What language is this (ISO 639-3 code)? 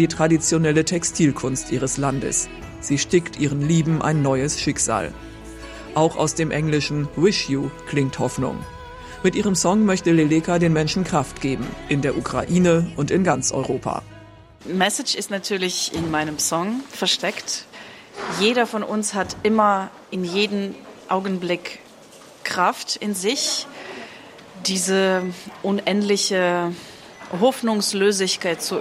deu